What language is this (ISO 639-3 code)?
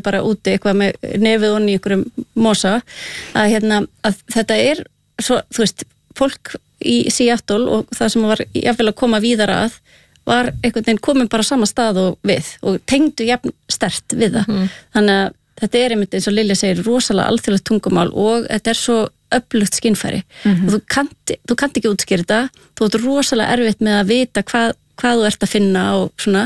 isl